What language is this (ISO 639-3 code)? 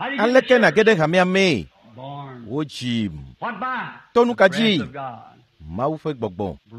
ewe